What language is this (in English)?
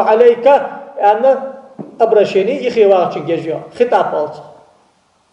Ingush